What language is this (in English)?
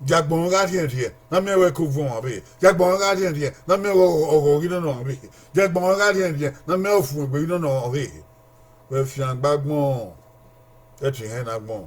Bini